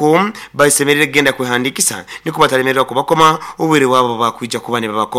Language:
Nyoro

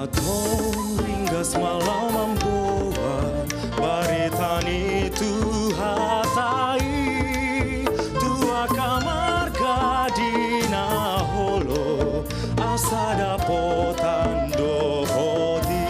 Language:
Batak Toba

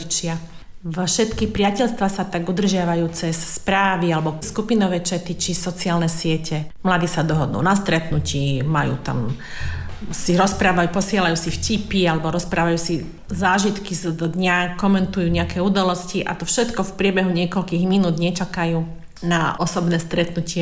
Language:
Slovak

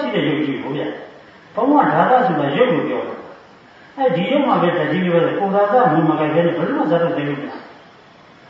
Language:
Burmese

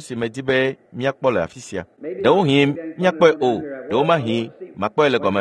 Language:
Ewe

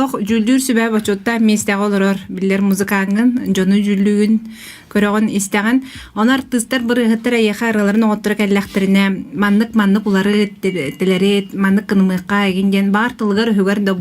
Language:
Yakut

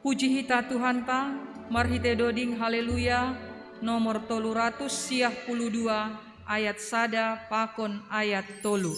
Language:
Batak Simalungun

